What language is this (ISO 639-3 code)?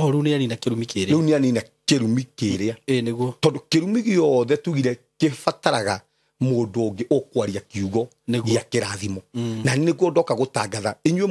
kik